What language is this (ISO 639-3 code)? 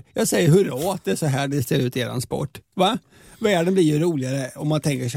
swe